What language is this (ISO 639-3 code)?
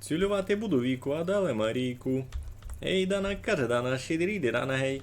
rue